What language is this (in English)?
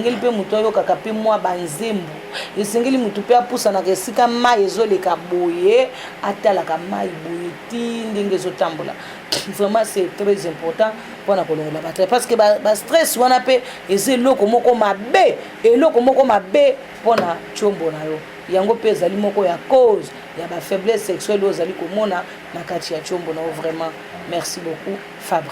Lingala